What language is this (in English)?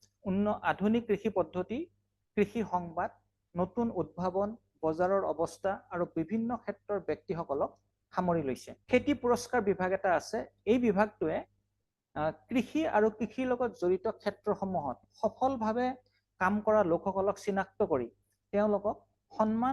Assamese